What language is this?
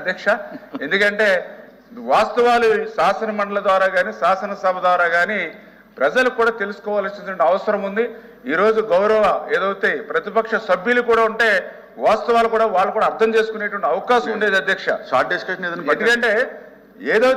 Telugu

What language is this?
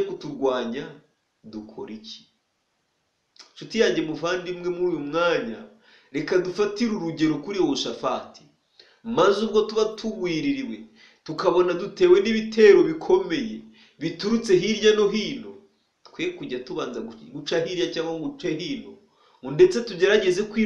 Kinyarwanda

